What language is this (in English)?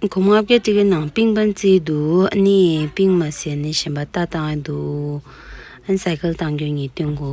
Tibetan